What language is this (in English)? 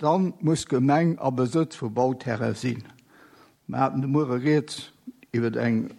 Luxembourgish